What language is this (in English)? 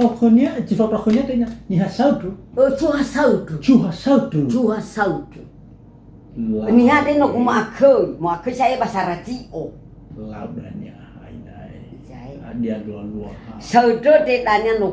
Nias